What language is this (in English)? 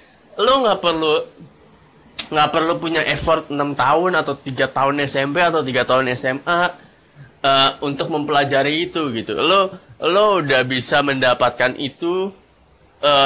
Indonesian